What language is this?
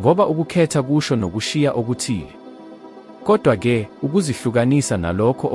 Zulu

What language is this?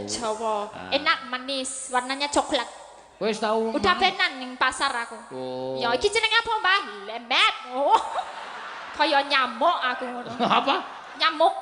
Javanese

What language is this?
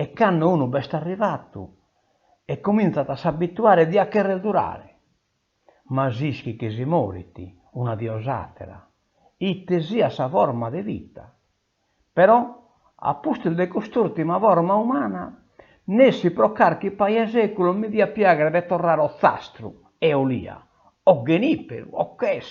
Sardinian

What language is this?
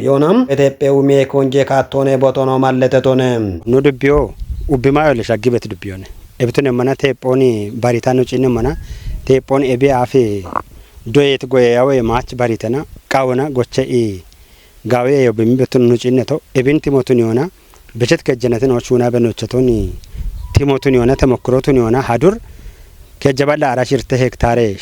Kafa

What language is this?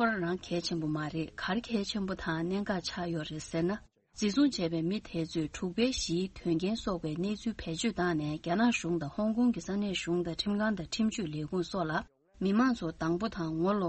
Tibetan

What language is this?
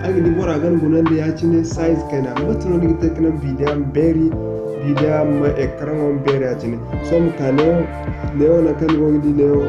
Zarma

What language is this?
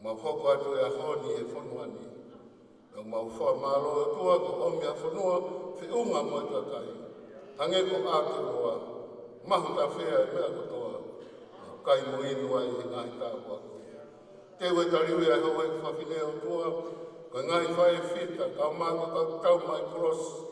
Tongan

